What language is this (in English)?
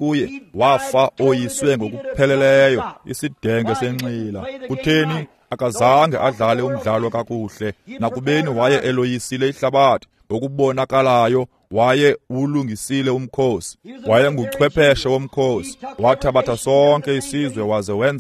Xhosa